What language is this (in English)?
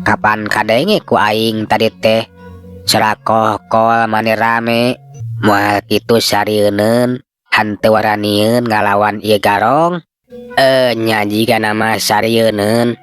Sundanese